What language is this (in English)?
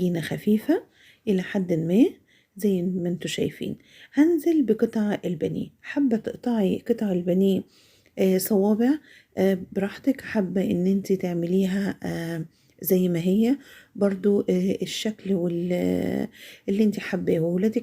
Egyptian Arabic